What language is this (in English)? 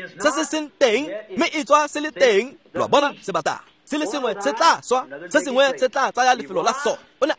Tswana